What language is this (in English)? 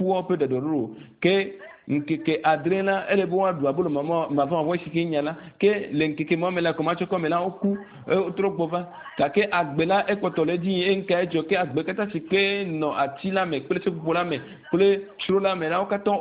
Ewe